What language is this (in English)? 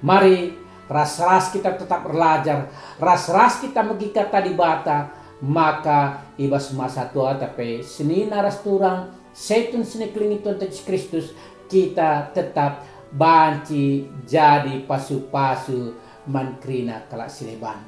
Batak Karo